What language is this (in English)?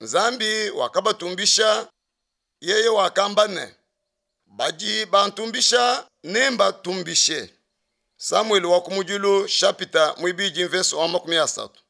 Luba-Lulua